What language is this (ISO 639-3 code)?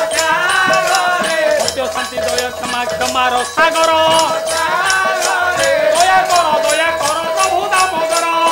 ori